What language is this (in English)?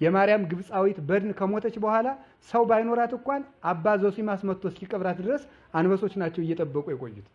Amharic